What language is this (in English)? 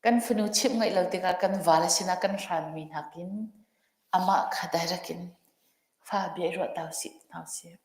Hakha Chin